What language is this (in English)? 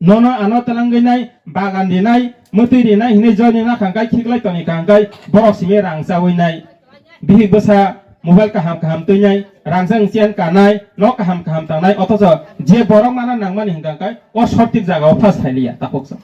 Kok Borok